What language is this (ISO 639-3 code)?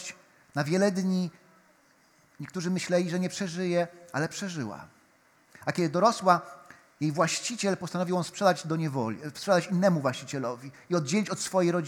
pol